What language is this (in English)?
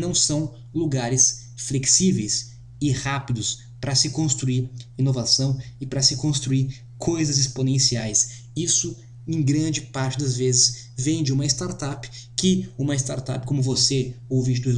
Portuguese